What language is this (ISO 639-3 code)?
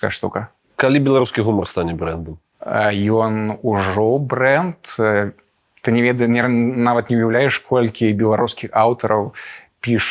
bel